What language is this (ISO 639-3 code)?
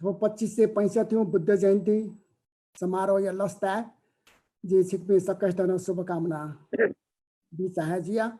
new